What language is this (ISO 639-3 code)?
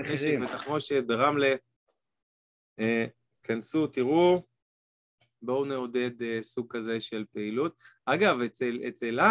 heb